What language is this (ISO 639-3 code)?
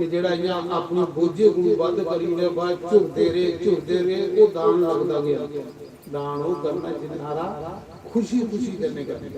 doi